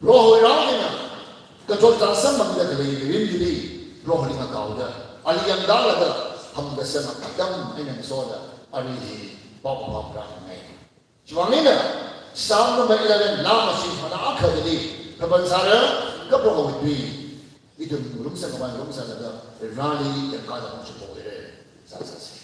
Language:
Tangkhul Naga (India)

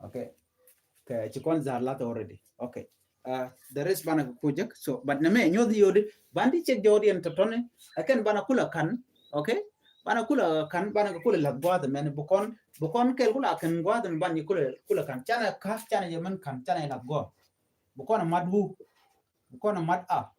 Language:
Nuer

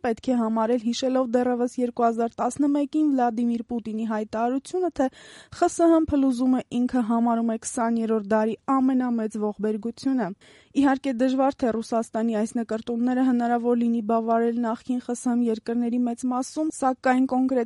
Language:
Armenian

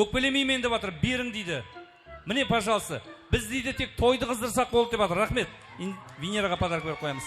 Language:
Kara-Kalpak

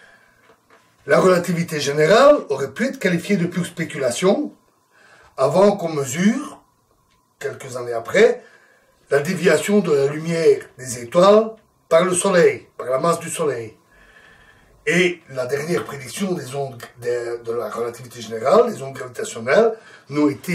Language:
French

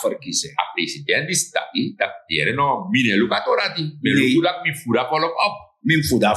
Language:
Sranan Tongo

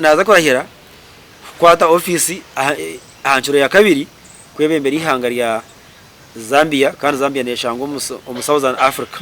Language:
Nyankole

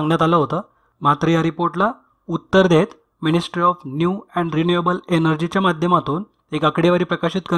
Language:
Marathi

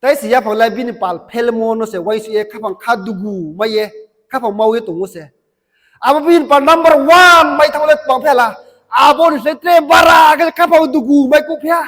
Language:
Riang (India)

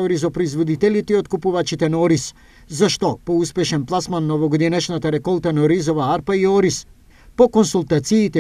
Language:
Macedonian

